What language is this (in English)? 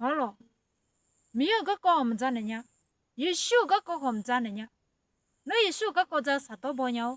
Akha